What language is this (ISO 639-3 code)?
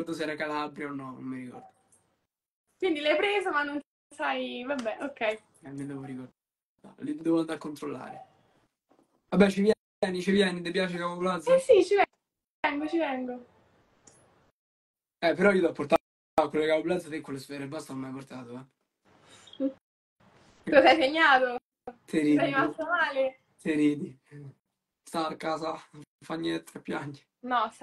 ita